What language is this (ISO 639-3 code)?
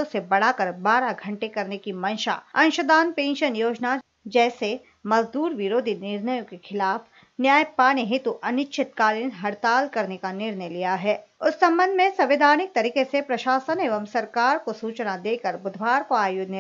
hin